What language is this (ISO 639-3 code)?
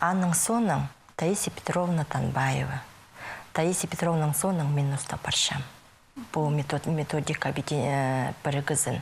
kjh